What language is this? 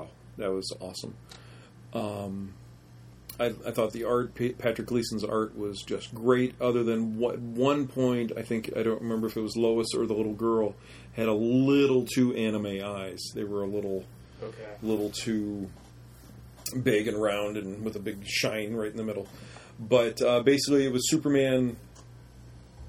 English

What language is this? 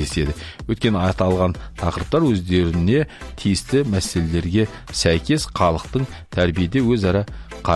Kazakh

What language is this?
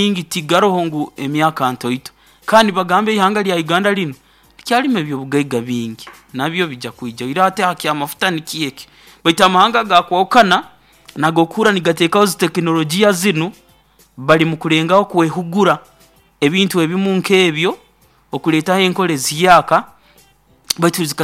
Nyoro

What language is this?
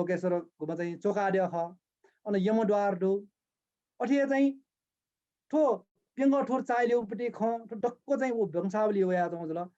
Newari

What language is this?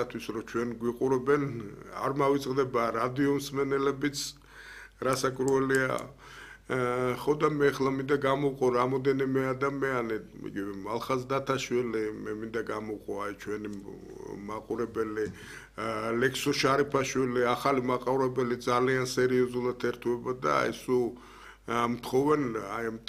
Georgian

